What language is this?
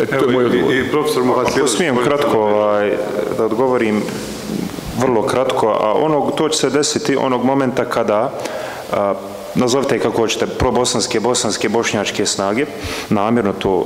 Bosnian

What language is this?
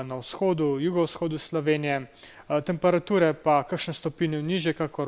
Slovenian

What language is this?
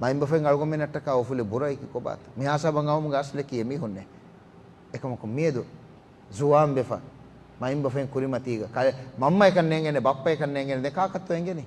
Divehi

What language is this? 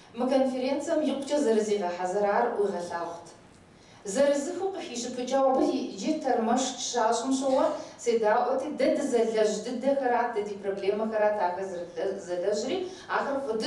Kabardian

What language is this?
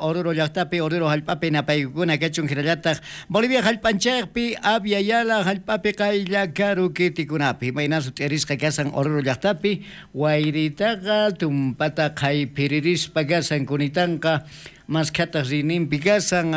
South Bolivian Quechua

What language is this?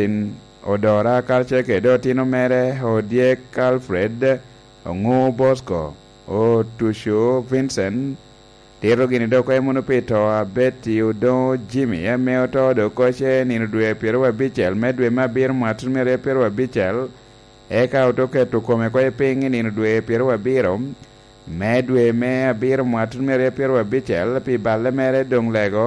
Lango (Uganda)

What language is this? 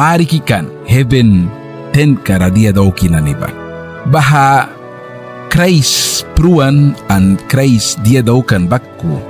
Mískito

